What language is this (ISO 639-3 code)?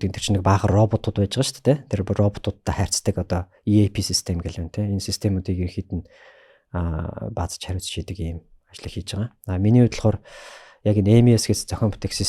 mon